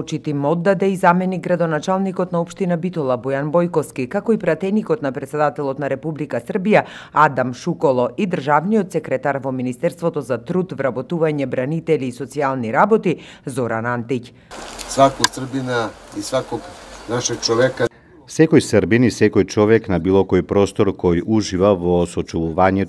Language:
Macedonian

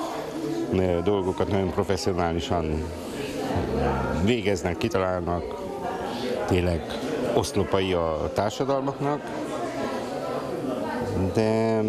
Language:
Hungarian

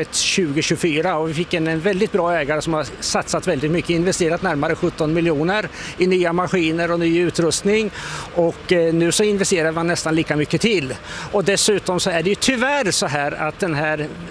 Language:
Swedish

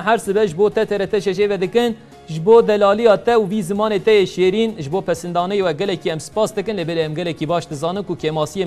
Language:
Kurdish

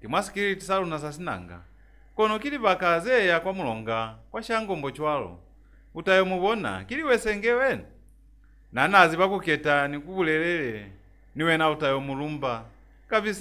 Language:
Lozi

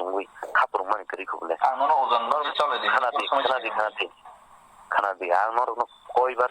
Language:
Kok Borok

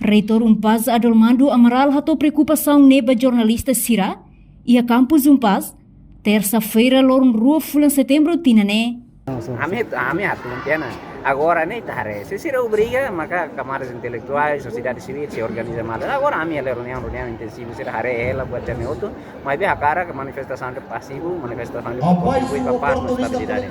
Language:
Tetum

